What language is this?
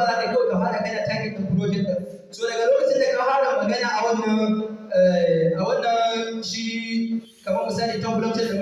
Hausa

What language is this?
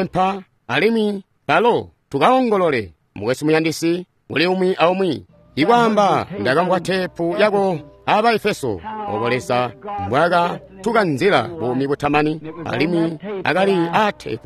Tonga (Zambia)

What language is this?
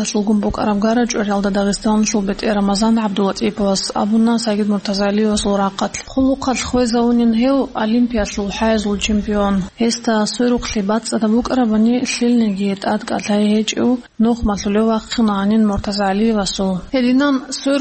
Avaric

